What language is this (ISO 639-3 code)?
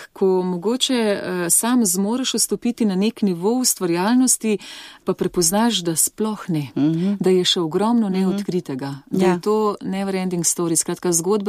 slv